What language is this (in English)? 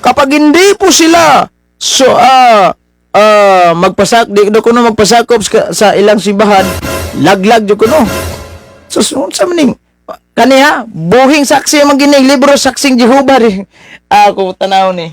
Cebuano